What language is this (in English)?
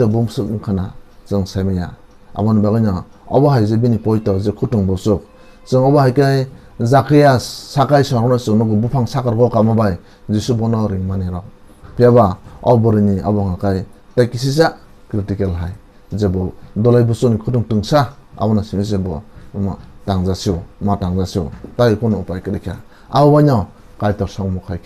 Kok Borok